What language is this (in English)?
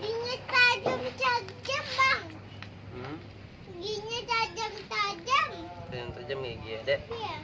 Minangkabau